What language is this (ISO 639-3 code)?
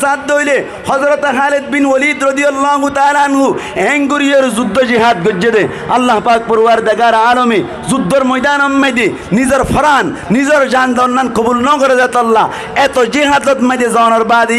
rhg